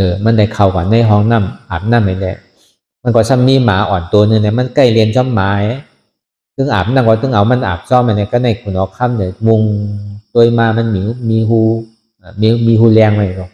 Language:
Shan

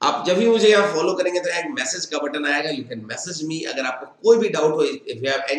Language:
Hindi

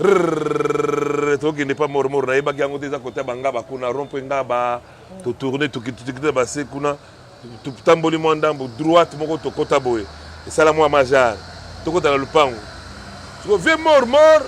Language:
Lingala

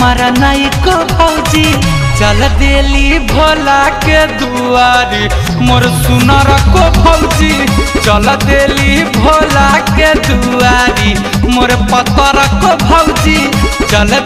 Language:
Bhojpuri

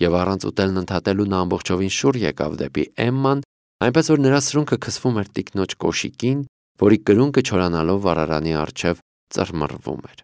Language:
Armenian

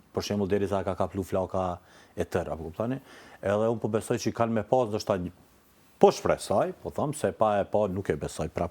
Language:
Albanian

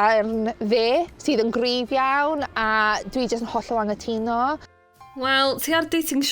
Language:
Welsh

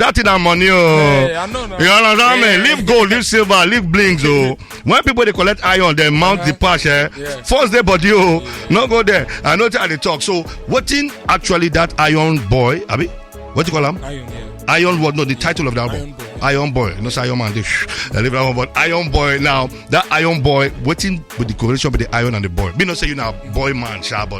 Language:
Nigerian Pidgin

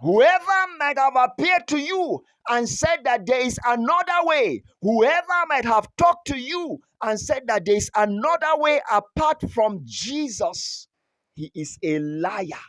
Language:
Berom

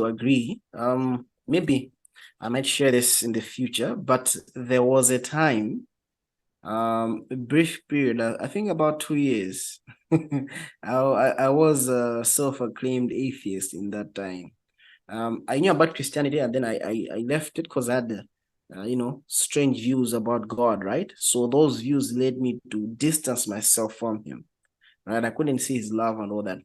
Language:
English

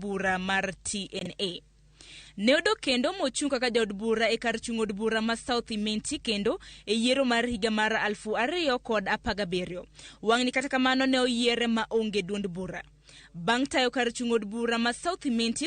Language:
Luo (Kenya and Tanzania)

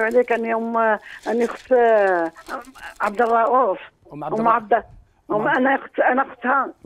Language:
Algerian Arabic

